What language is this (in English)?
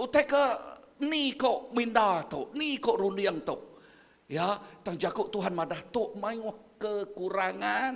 Iban